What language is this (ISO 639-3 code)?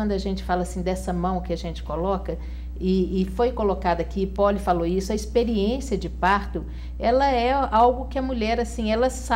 por